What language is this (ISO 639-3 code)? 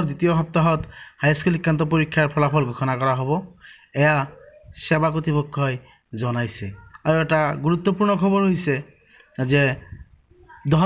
asm